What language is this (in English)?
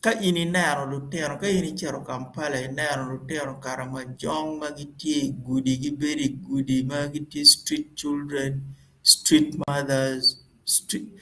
Acoli